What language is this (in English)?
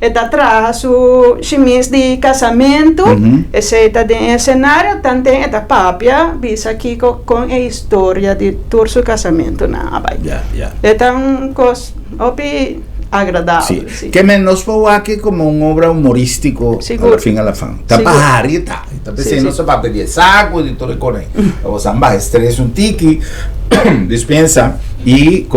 Papiamento